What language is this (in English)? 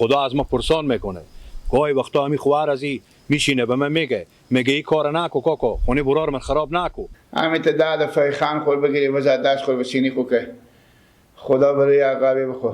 Persian